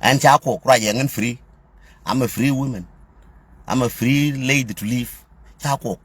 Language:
Nuer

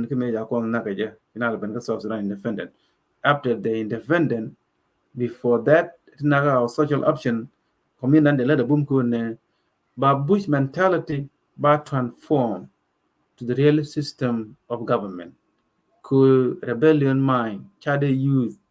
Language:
Nuer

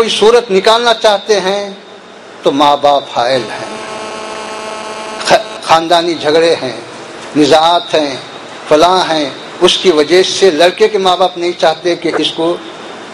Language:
Urdu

